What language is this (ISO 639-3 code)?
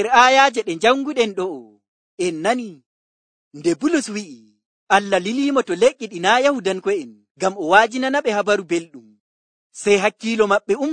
fuv